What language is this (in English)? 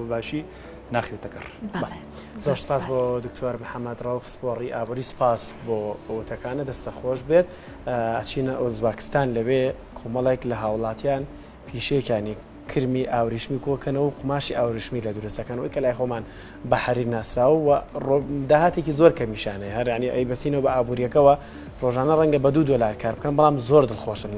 Central Kurdish